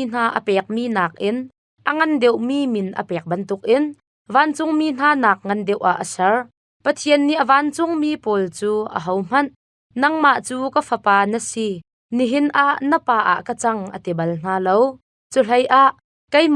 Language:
Hakha Chin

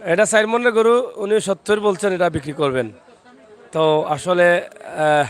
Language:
Sylheti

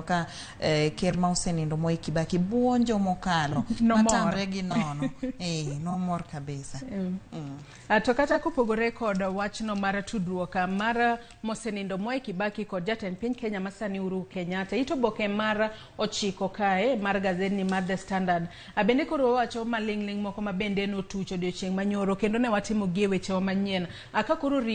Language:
Luo (Kenya and Tanzania)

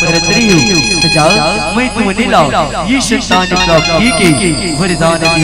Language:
Chhattisgarhi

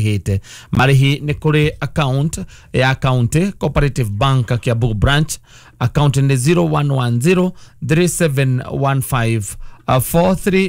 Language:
Kikuyu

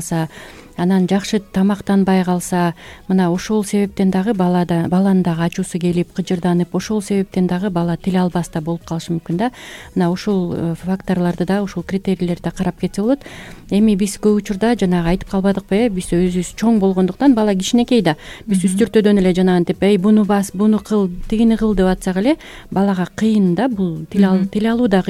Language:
Kyrgyz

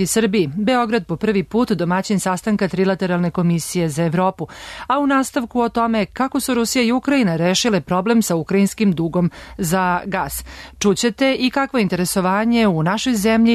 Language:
Serbian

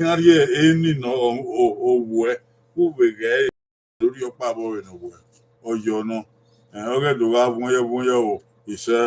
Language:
Bini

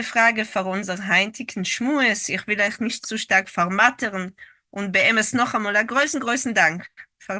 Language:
Yiddish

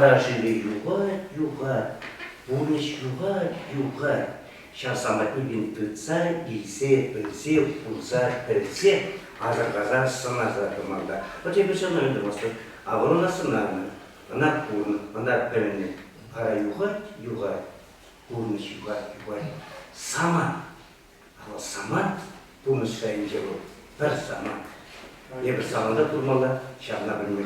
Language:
Chuvash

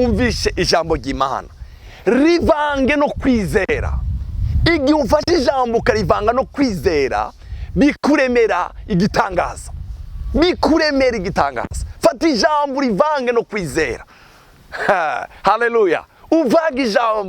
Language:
Rundi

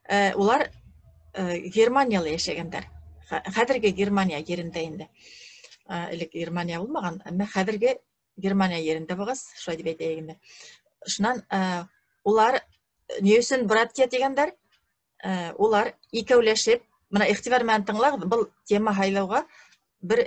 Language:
Bashkir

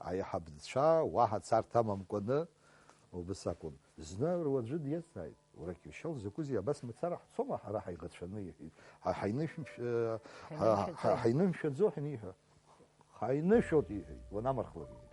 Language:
Abkhazian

